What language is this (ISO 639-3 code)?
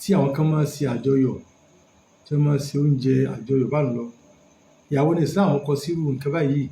yor